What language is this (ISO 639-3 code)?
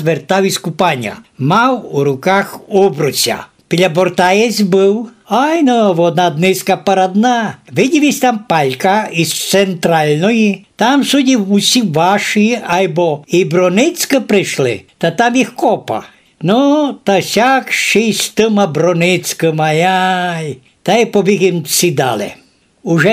rue